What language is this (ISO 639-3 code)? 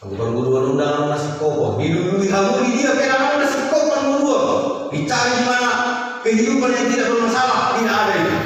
bbc